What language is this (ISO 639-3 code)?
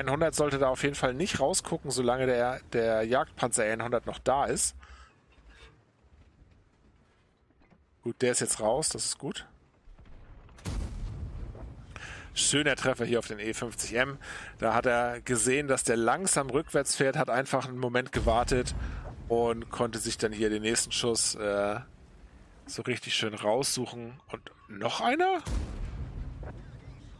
deu